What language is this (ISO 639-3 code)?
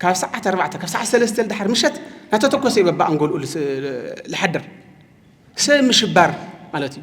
tir